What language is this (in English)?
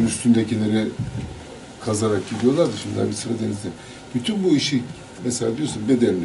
Turkish